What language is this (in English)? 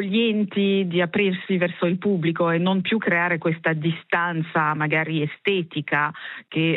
Italian